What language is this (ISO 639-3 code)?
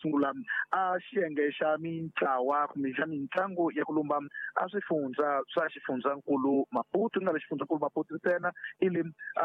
tso